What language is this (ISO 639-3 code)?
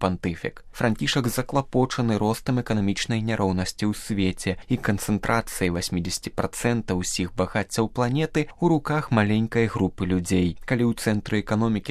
bel